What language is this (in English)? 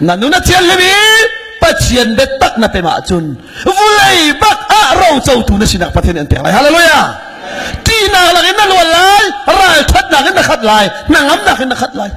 Hakha Chin